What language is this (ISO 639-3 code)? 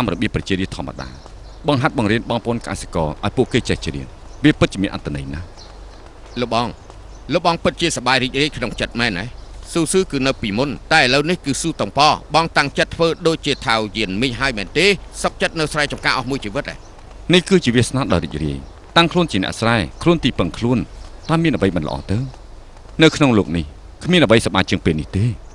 khm